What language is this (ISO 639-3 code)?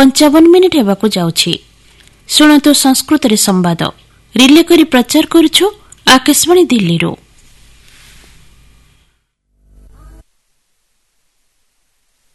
ori